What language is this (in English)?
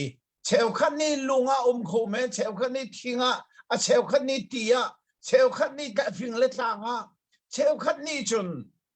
Hakha Chin